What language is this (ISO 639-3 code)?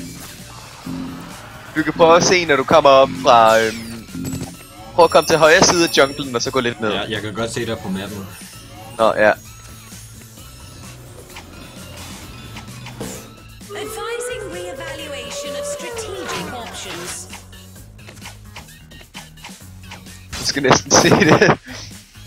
dan